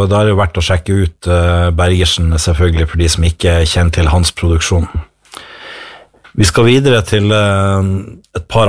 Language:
Norwegian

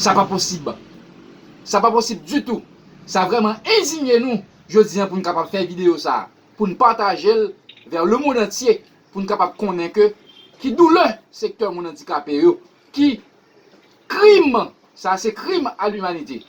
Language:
Haitian Creole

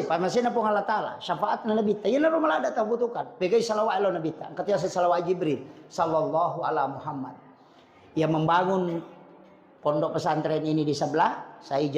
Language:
Buginese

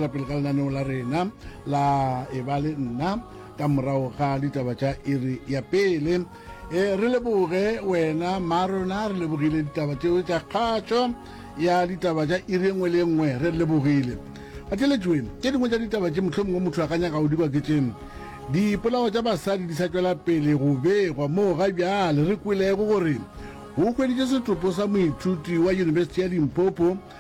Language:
Northern Sotho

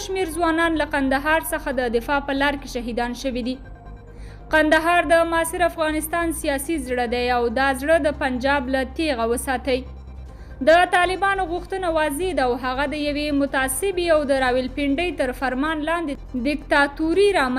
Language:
Pashto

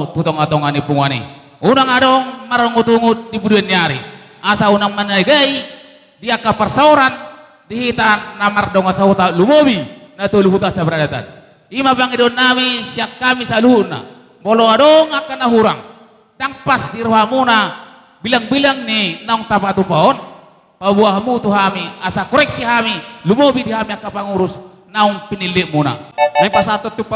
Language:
Batak Toba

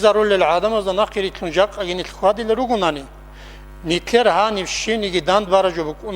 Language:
Avaric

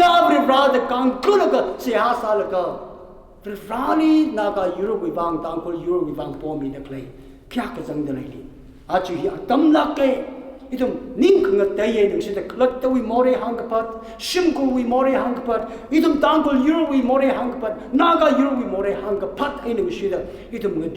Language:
Tangkhul Naga (India)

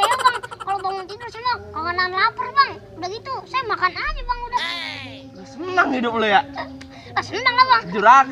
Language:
Betawi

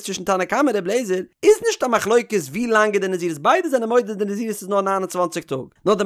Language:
Yiddish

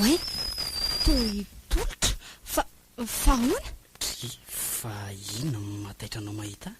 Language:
Malagasy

